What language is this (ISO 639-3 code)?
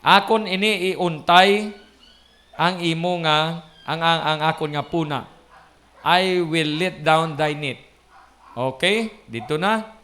hil